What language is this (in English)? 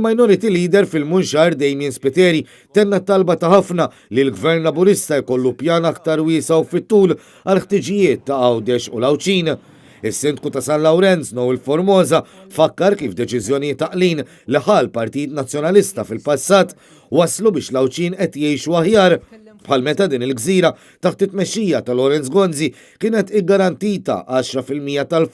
Maltese